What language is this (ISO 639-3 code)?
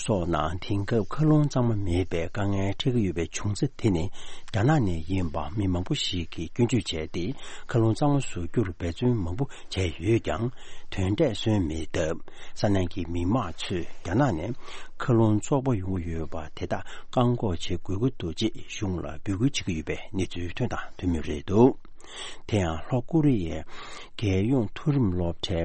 bod